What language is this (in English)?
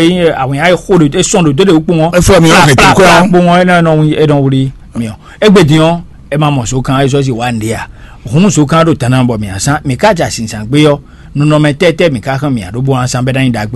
Fon